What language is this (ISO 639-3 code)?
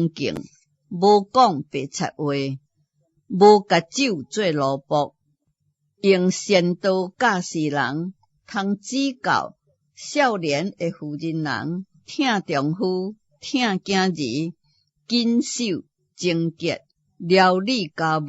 nan